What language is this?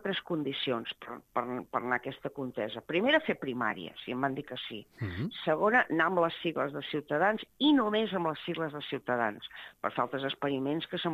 Catalan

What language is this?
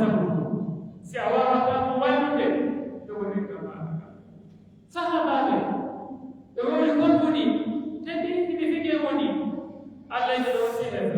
Pular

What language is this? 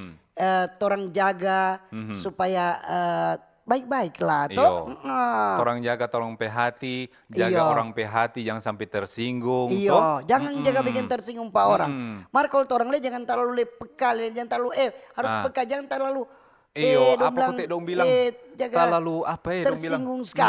Manado Malay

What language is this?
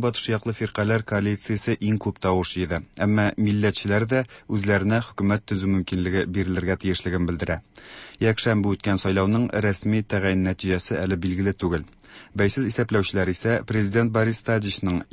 Tatar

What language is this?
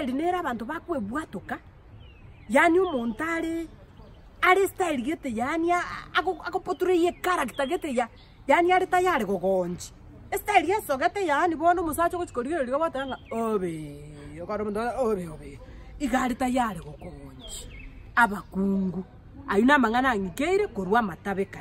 Gusii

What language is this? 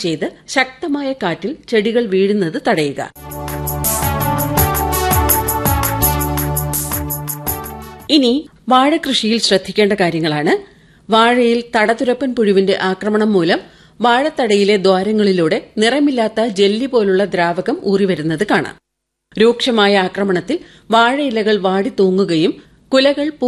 Malayalam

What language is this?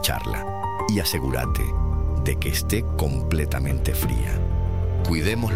Spanish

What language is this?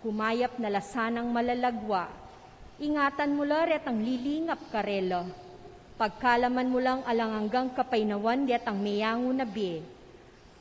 Pampanga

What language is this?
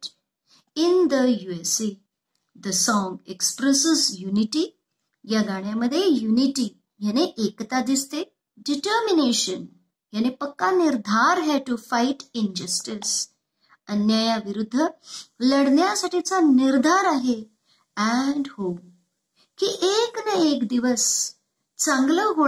Marathi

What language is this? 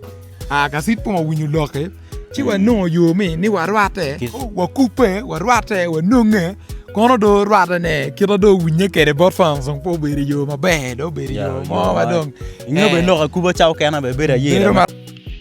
Acoli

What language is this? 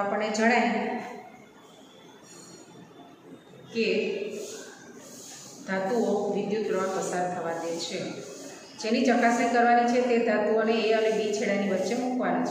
Gujarati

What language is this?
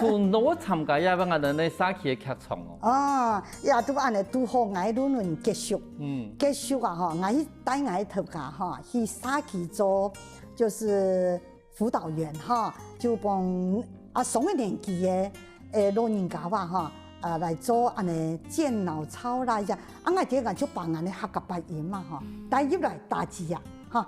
Hakka Chinese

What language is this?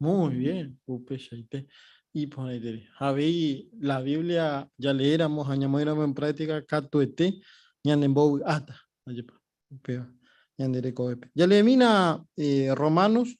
Guarani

